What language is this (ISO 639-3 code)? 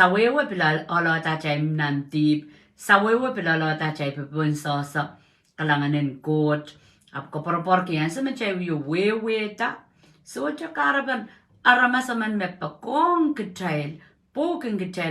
pon